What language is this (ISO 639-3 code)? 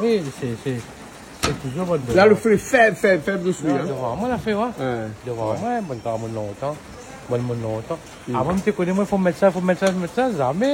rcf